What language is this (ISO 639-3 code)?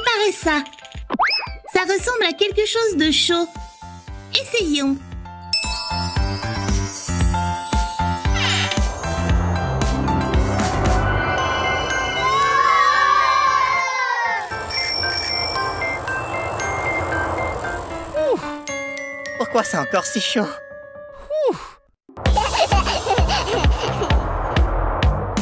fra